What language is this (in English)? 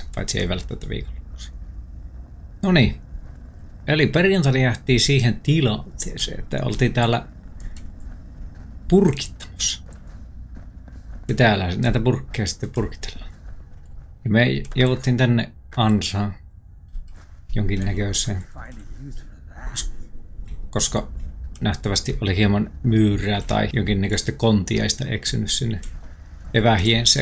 Finnish